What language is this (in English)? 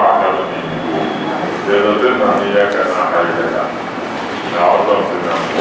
Dagbani